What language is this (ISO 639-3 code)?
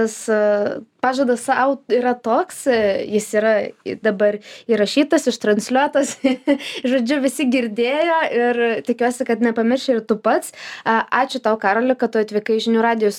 lit